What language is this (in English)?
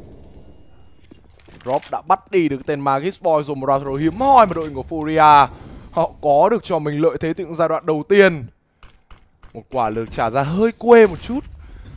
Vietnamese